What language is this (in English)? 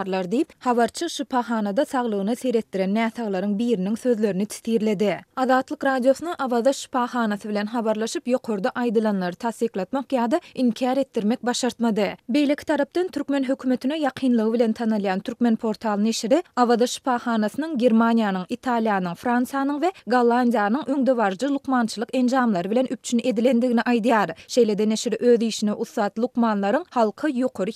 Turkmen